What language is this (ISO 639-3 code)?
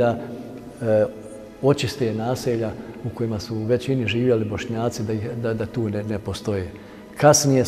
bos